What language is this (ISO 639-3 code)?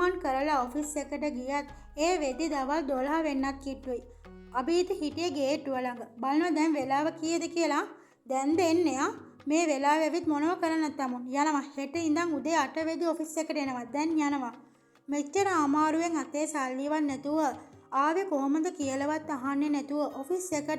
sin